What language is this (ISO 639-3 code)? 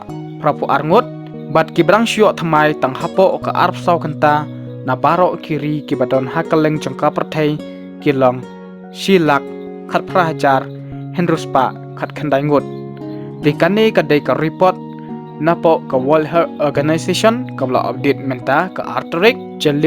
kha